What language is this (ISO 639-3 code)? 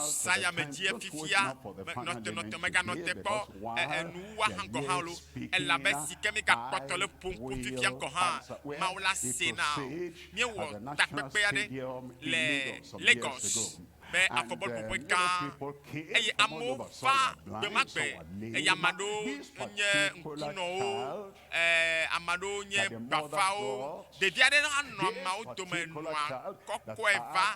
ewe